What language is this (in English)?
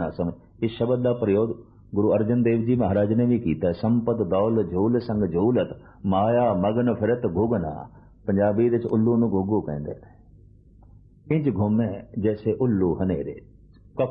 Punjabi